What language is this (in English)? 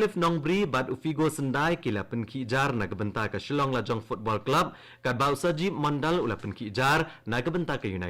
Khasi